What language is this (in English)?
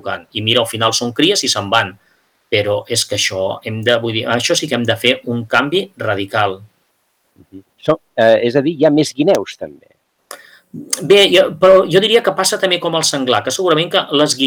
Catalan